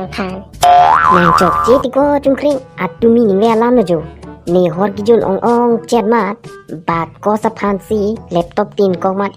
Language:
Karbi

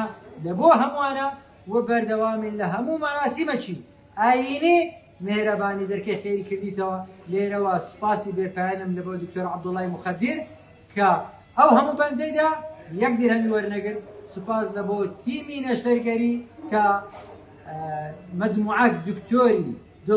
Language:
Central Kurdish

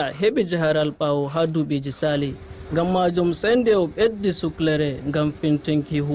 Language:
Fula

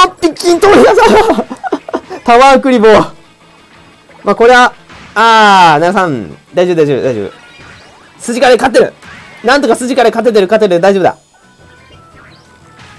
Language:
Japanese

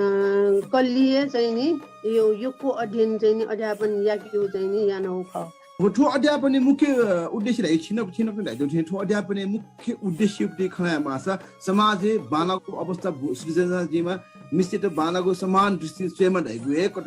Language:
Newari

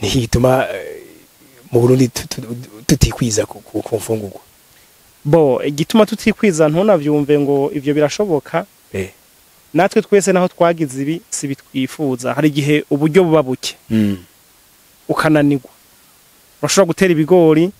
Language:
Rundi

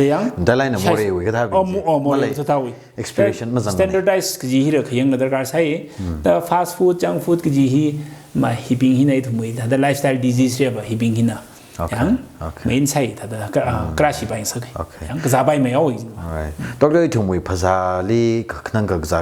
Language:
Tangkhul Naga (India)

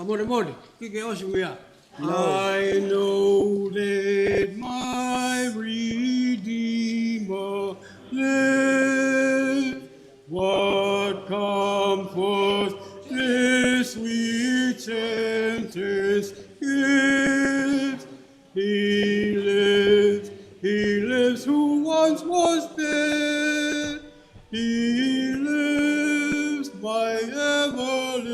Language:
Tongan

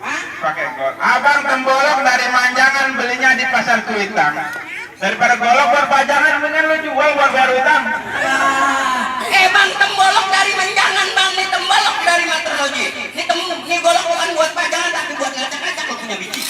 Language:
Betawi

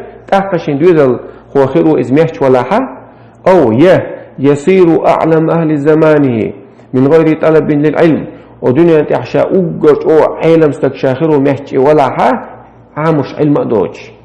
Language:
Chechen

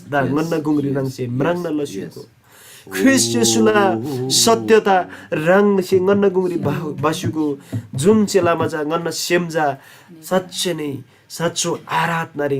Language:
Eastern Tamang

